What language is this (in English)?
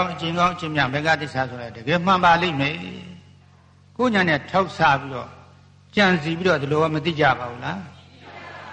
Burmese